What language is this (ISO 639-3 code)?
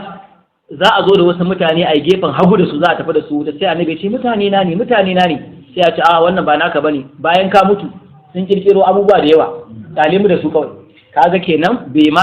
hau